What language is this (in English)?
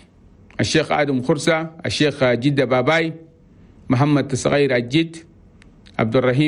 Chadian Arabic